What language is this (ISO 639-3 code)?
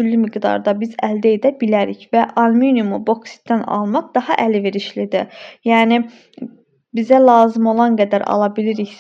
aze